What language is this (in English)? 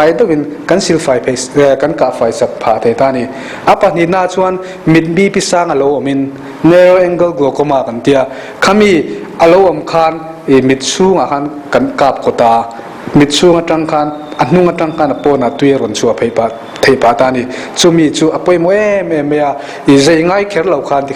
Mizo